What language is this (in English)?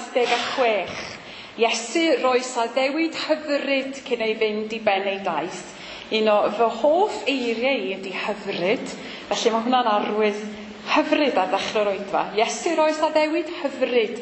Welsh